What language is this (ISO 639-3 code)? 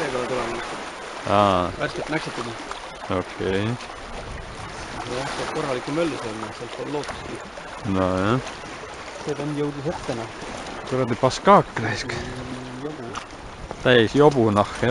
est